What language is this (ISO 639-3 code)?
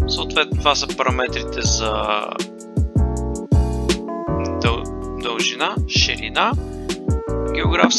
bul